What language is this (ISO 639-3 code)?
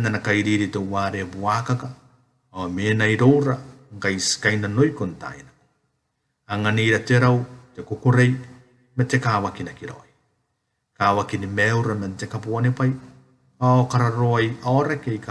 gil